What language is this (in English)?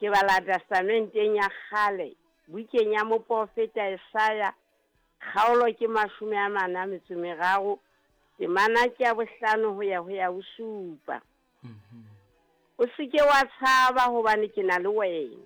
Southern Sotho